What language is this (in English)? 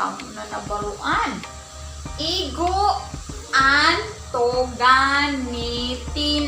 Waray